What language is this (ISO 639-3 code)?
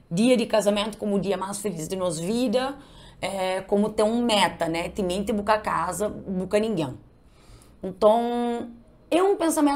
kea